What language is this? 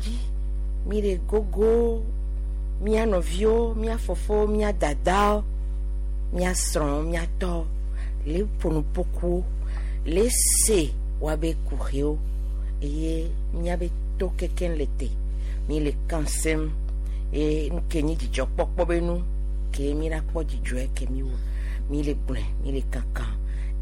Gen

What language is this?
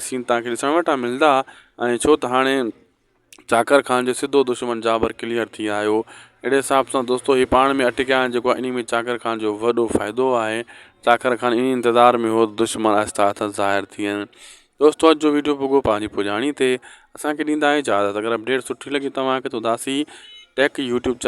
Sindhi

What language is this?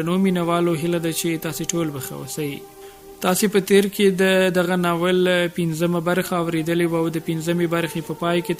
Pashto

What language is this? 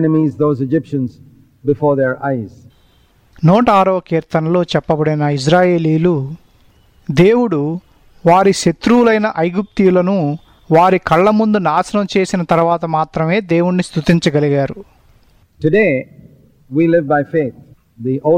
Telugu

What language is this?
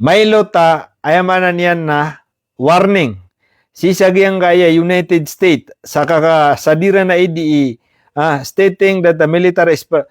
Maranao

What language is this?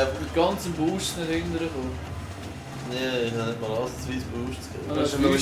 Swiss German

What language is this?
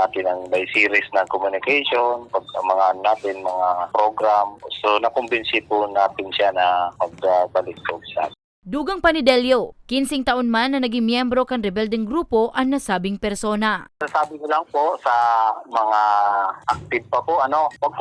Bikol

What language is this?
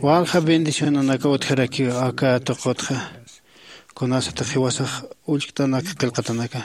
Aymara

